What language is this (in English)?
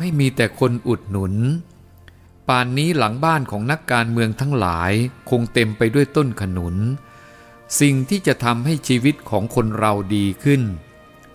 Thai